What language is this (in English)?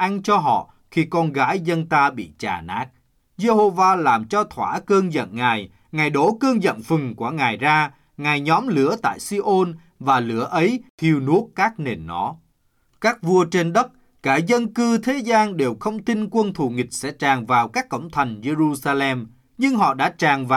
Vietnamese